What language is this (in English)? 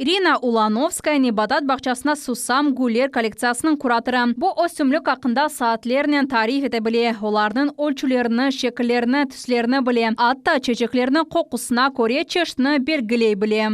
Crimean Tatar